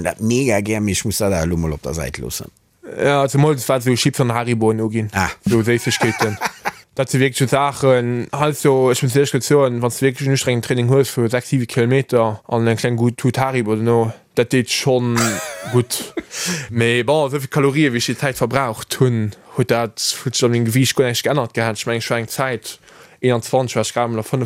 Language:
Luxembourgish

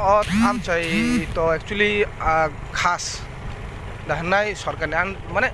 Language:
Kok Borok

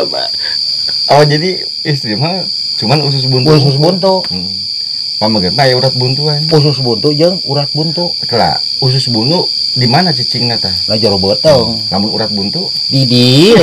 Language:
Sundanese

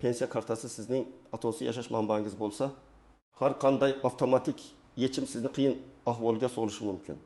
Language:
Uzbek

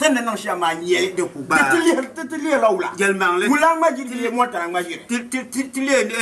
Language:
Dagbani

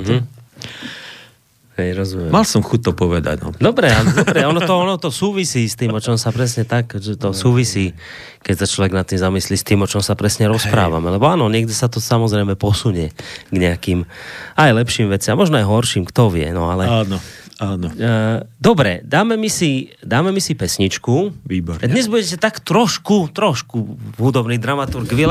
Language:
Slovak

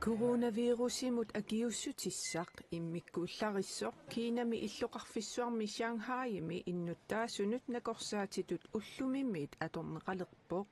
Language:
Kalaallisut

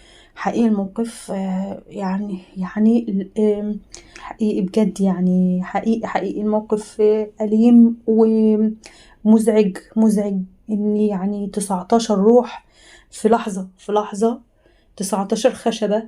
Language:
Egyptian Arabic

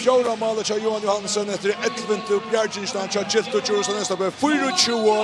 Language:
Faroese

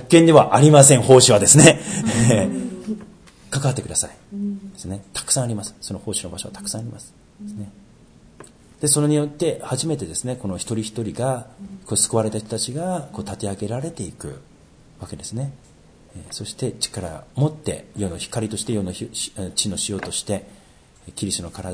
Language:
Japanese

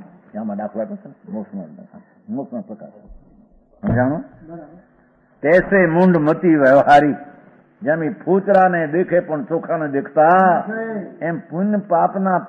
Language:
Gujarati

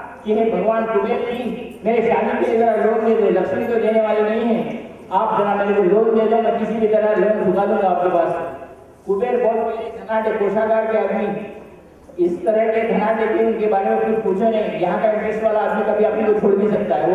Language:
Hindi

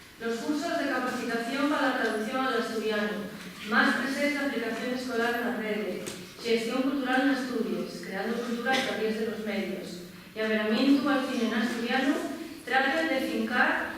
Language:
Asturian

